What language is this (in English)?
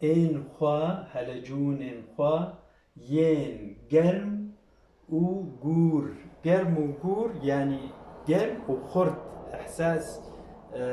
Kurdish